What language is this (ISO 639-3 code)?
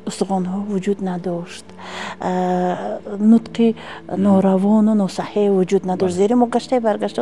tgk